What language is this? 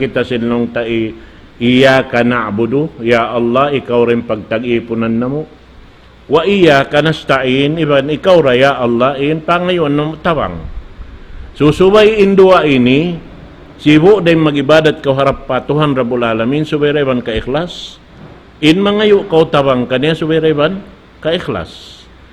Tausug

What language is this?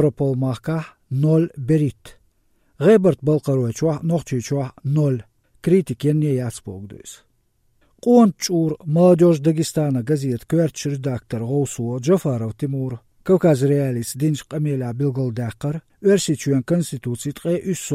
Chechen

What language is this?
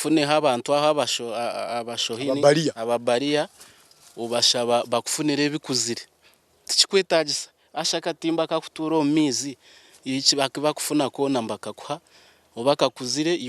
Nyankole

